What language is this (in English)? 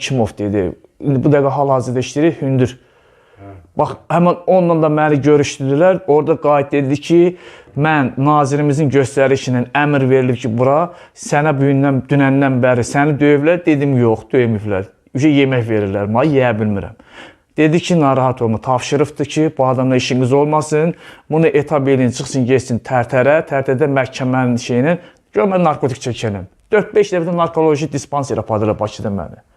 Azerbaijani